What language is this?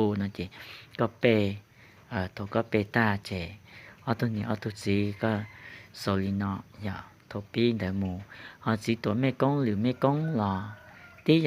Hmong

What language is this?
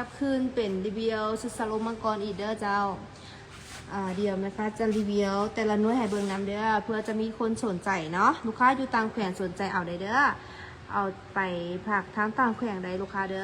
Lao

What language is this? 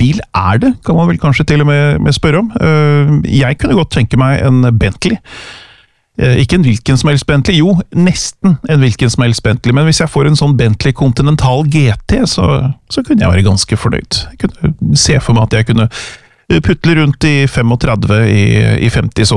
Norwegian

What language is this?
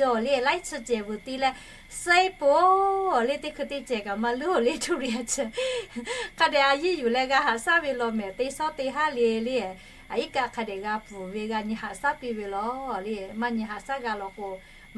Lahu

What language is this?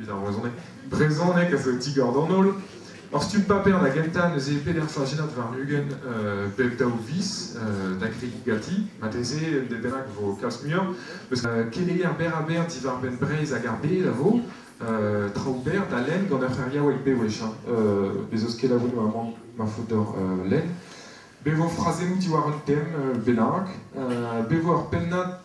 Breton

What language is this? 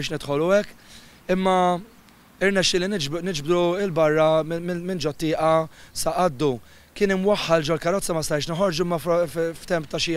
Maltese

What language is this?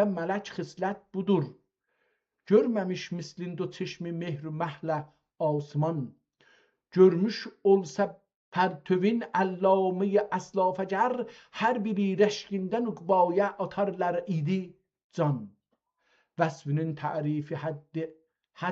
South Azerbaijani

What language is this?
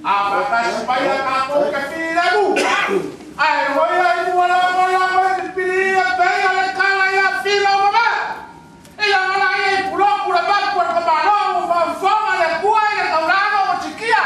Samoan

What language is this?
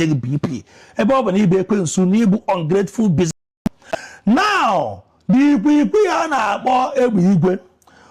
Igbo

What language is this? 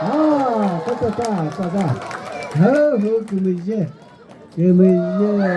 Chokri Naga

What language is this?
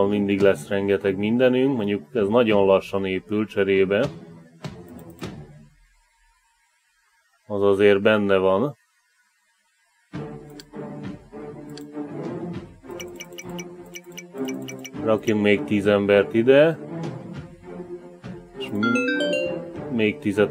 Hungarian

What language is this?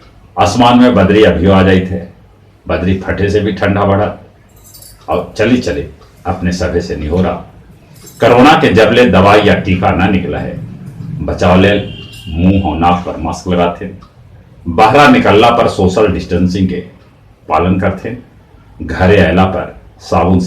Magahi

